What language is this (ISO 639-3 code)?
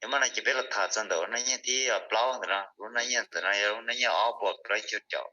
hmn